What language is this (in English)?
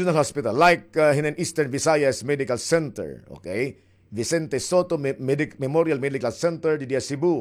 Waray